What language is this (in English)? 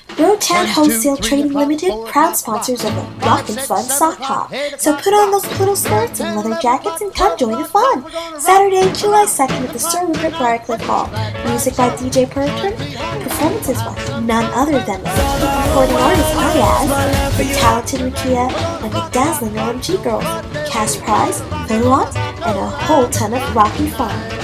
English